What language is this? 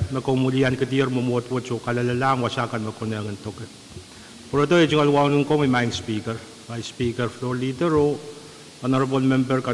Pohnpeian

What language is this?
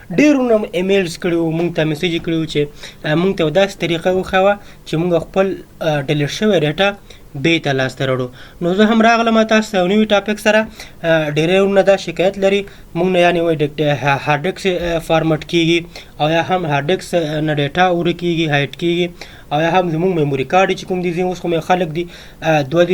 Pashto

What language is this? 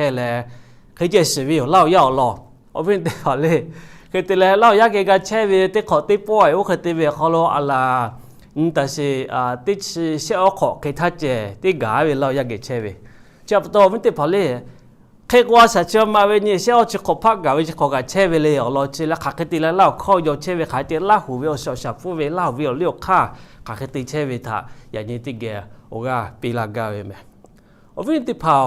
Lahu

